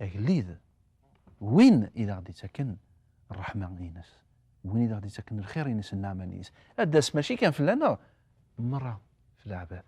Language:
Kabyle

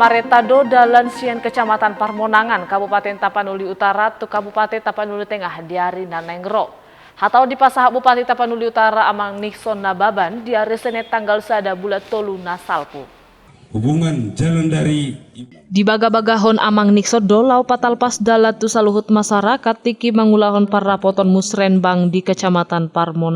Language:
Batak Toba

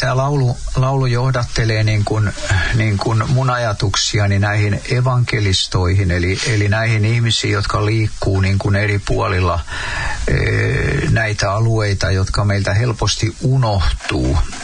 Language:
Finnish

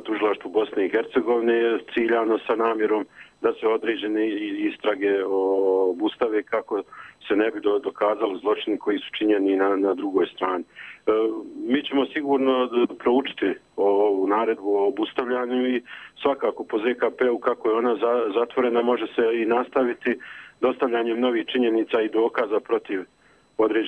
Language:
Bosnian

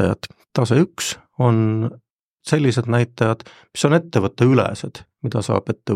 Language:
Estonian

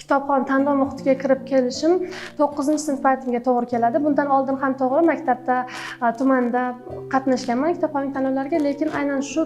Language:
Uzbek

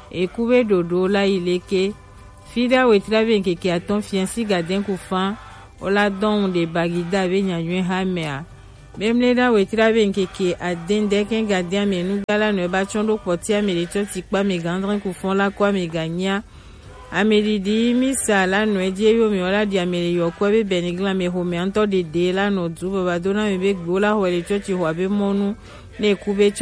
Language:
Gen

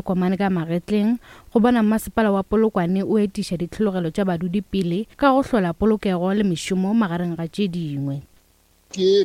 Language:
Northern Sotho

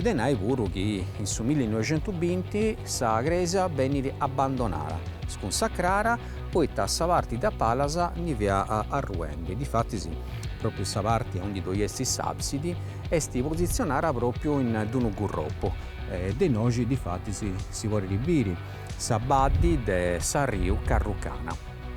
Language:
Sardinian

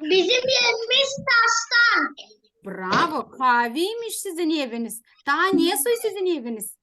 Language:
Gagauz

